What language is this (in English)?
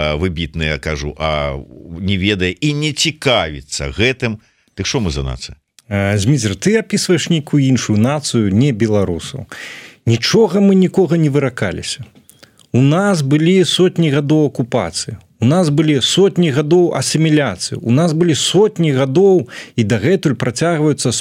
Belarusian